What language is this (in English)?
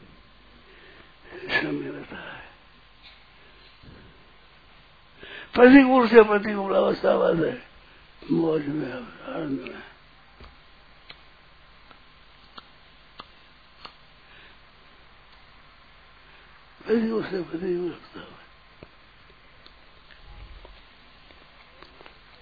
Hindi